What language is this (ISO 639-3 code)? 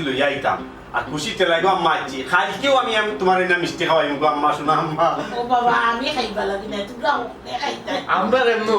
syl